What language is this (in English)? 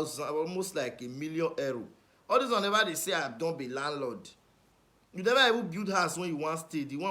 Nigerian Pidgin